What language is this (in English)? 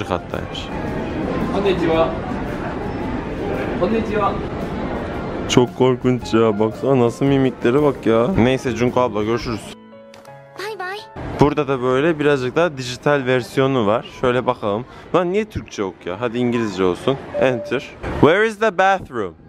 Turkish